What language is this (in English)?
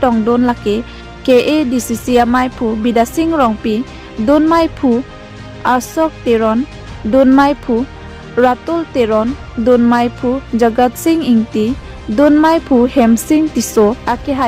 Karbi